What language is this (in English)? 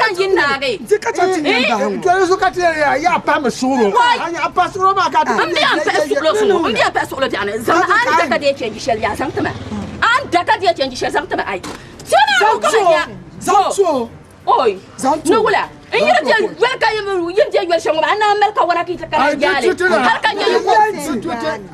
Dagbani